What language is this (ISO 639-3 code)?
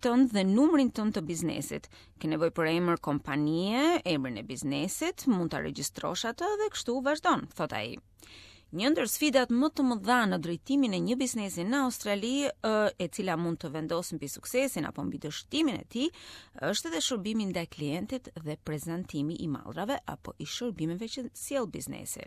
sqi